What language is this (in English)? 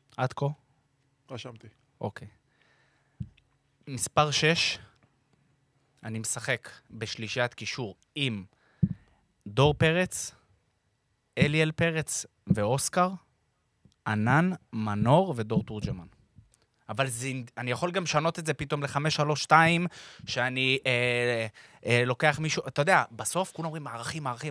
Hebrew